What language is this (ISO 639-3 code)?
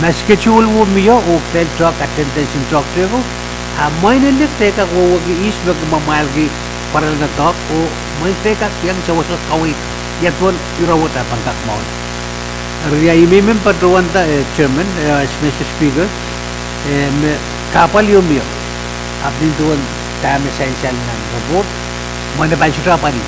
pon